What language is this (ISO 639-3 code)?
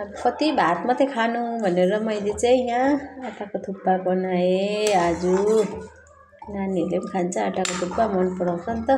nep